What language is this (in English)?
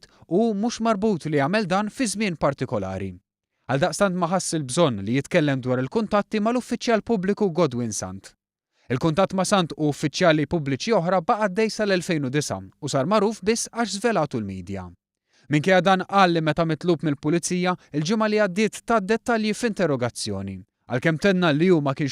Maltese